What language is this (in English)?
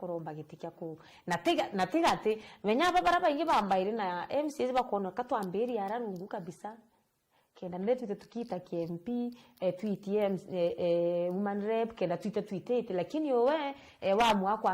Meru